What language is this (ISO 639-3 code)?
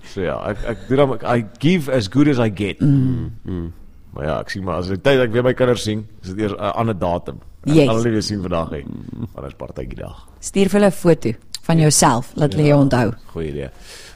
afr